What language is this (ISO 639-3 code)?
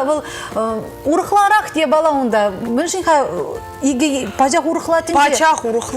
chv